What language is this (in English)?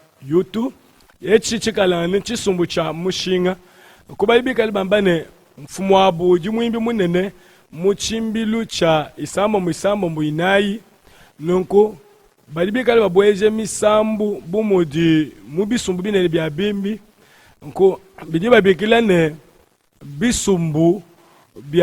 Luba-Lulua